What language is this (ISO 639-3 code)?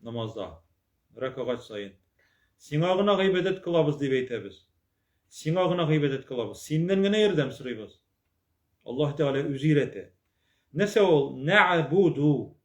tat